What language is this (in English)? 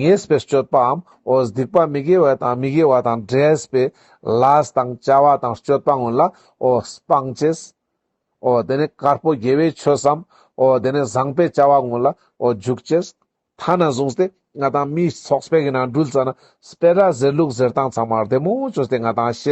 Ladakhi